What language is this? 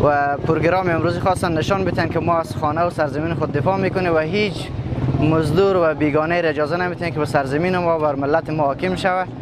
Pashto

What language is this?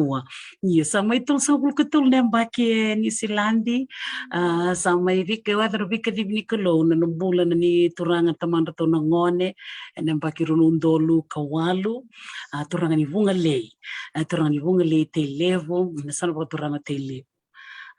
Fijian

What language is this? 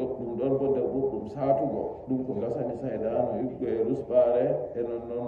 Nigerian Fulfulde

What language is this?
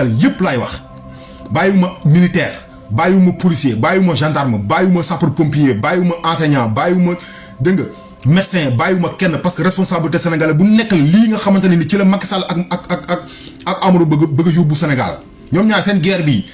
Wolof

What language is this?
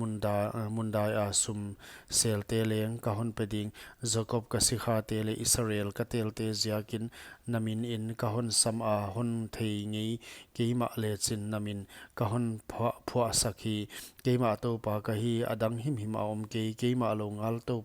Paite Chin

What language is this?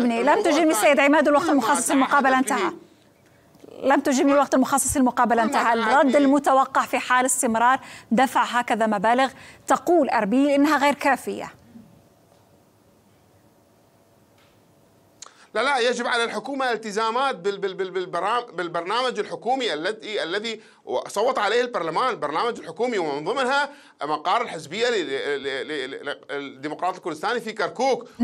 Arabic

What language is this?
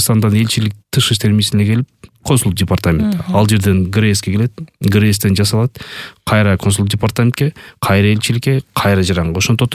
Kyrgyz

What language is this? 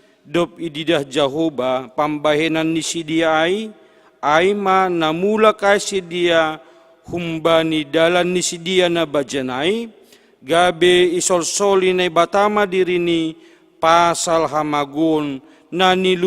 Batak Simalungun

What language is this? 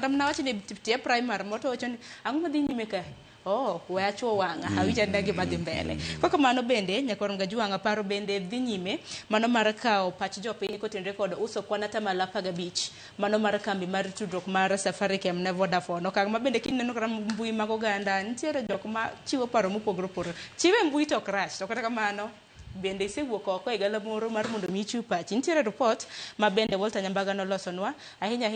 Luo (Kenya and Tanzania)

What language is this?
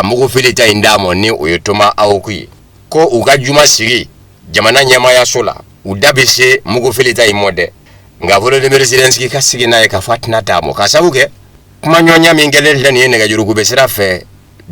Bambara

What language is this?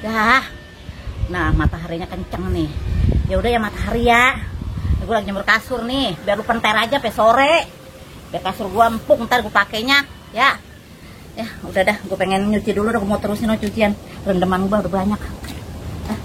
Betawi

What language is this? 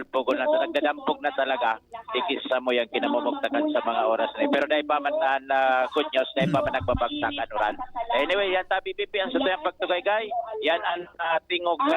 Bikol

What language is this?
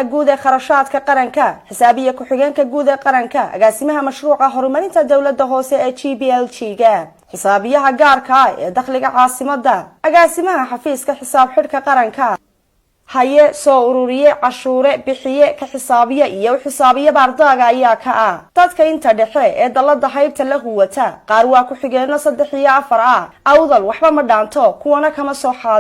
Somali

